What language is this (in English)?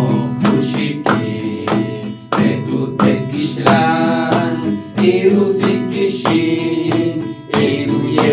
Poqomchi'